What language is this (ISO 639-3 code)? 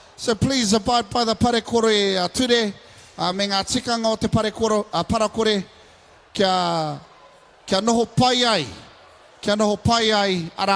mri